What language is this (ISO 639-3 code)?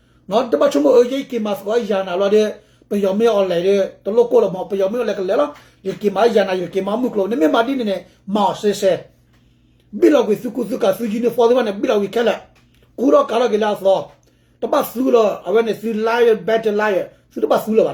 ksw